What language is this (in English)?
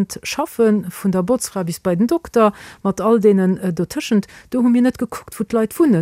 Luxembourgish